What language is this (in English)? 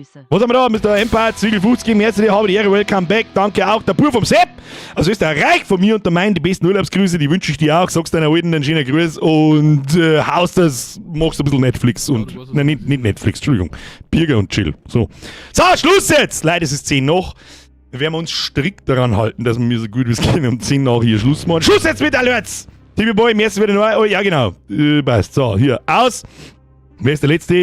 Bavarian